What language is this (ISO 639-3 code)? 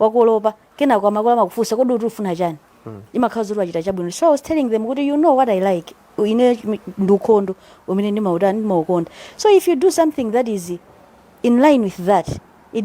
nya